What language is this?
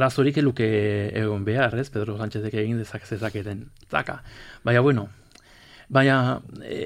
Basque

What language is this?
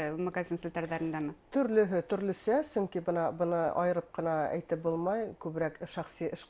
Bashkir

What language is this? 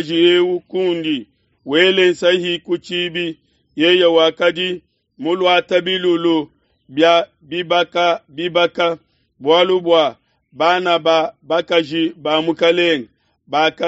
Luba-Lulua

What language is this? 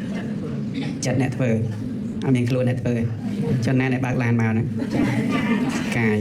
Khmer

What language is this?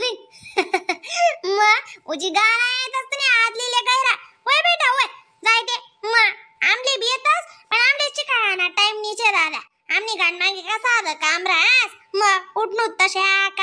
Khandesi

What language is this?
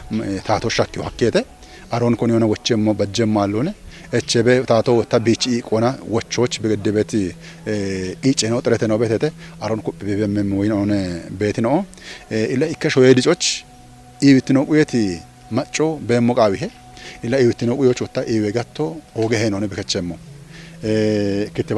Kafa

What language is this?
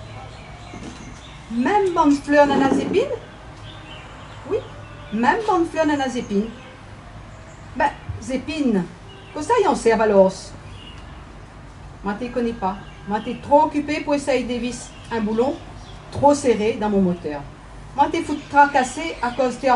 Réunion Creole French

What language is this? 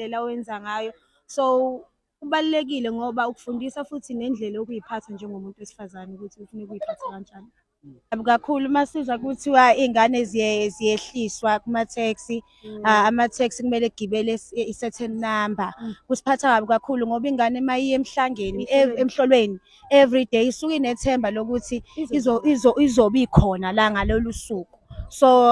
Zulu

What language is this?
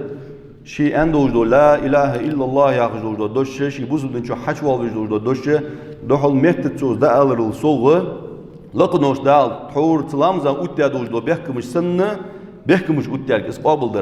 Ingush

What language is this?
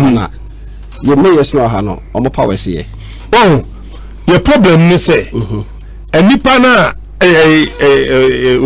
Akan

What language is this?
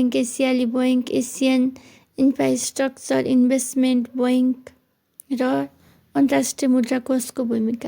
Nepali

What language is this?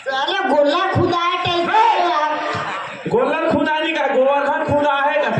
Chhattisgarhi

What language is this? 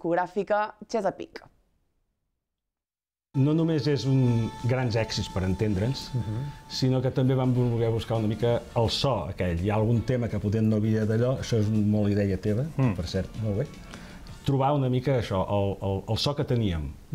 Catalan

